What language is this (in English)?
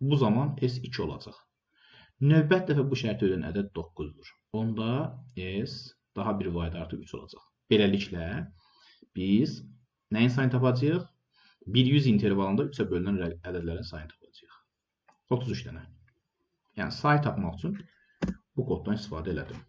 Azerbaijani